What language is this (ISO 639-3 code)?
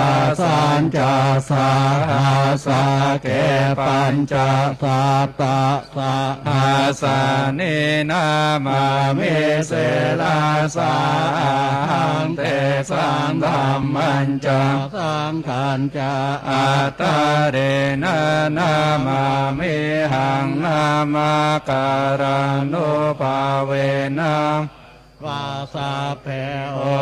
pli